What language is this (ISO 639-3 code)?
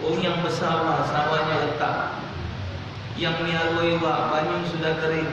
mui